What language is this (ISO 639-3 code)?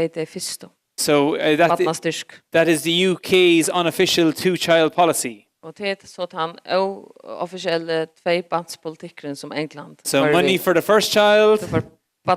fao